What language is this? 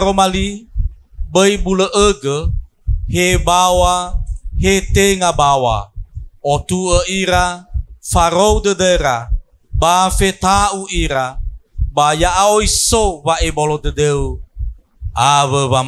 Nias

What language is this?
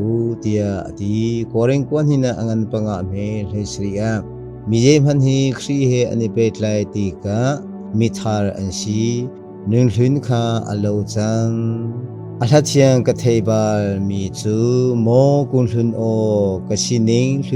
Hakha Chin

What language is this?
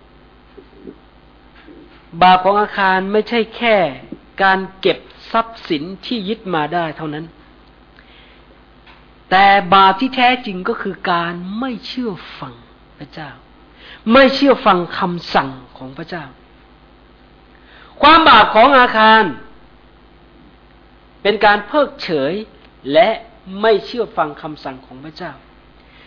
Thai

